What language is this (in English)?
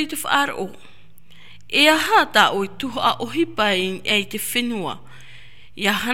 Tahitian